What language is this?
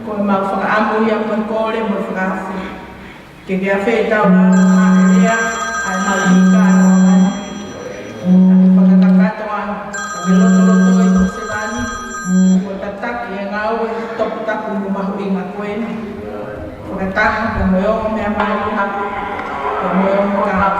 Tongan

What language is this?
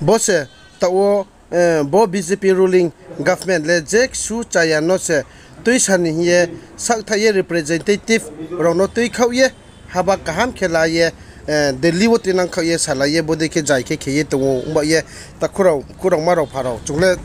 Riang (India)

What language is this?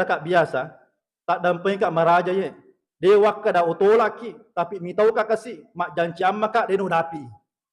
Buginese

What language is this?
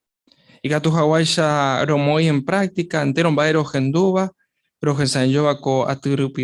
Guarani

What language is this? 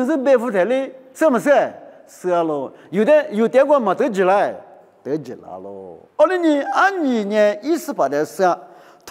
Lisu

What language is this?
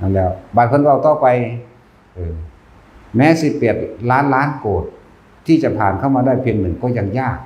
Northeastern Thai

